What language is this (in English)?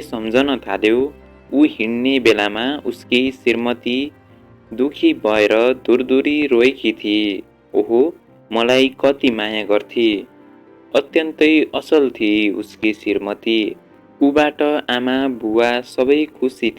Nepali